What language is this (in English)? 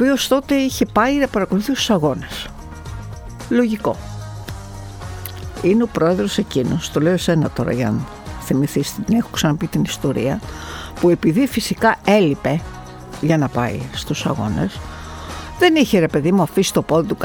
Greek